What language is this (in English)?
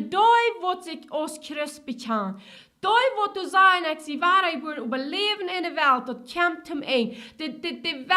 Plautdietsch